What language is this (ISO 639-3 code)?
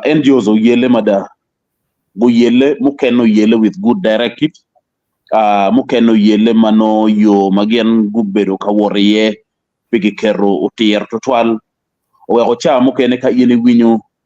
ach